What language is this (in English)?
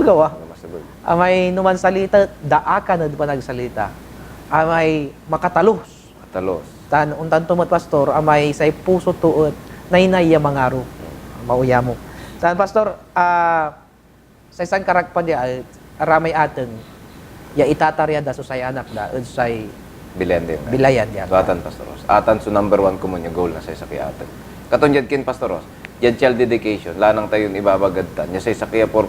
Pangasinan